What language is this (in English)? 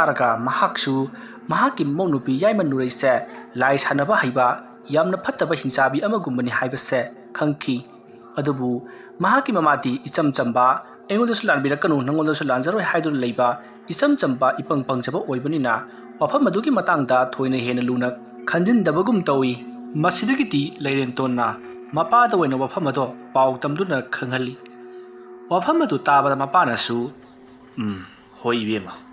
Manipuri